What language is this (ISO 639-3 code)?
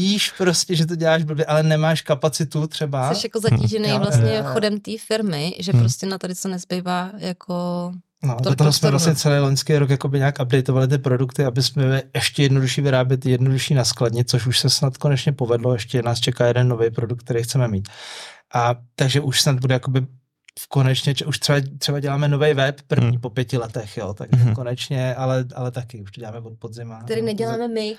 ces